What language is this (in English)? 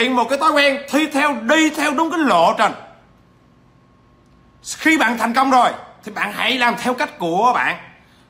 Vietnamese